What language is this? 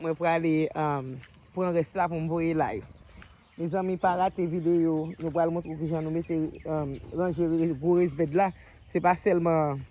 Haitian Creole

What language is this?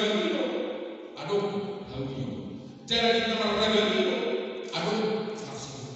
Batak Toba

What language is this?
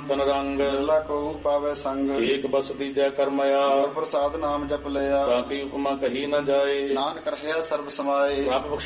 Punjabi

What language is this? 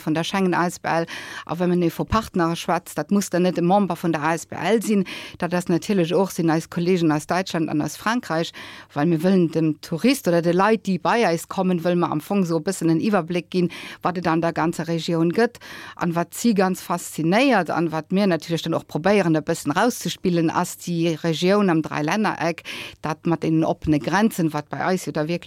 Luxembourgish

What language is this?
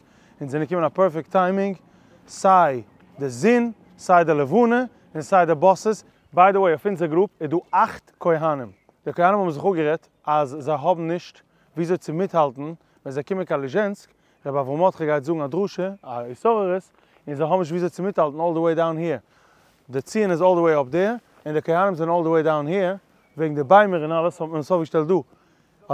Yiddish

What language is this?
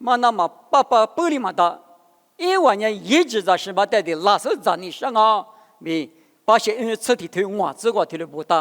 Lisu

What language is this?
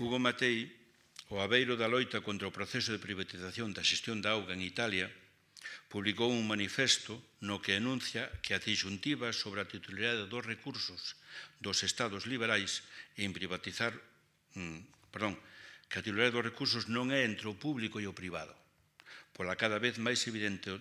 Galician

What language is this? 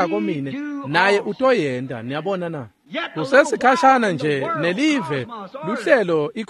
Swati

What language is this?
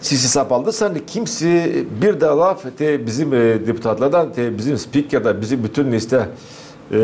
Gagauz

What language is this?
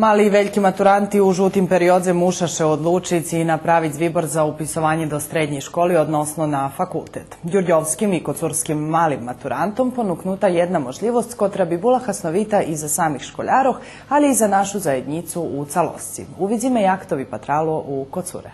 Rusyn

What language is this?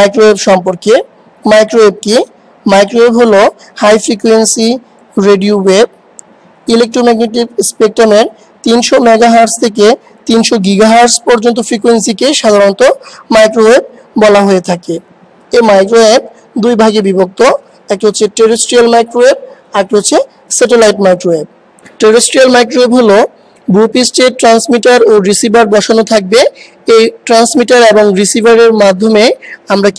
Bangla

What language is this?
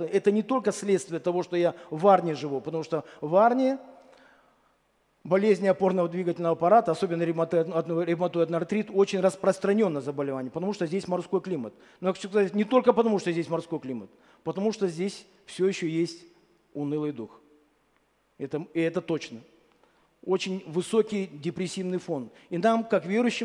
Russian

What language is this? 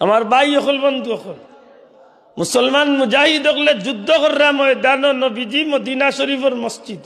Sylheti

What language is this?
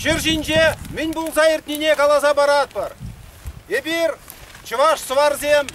Chuvash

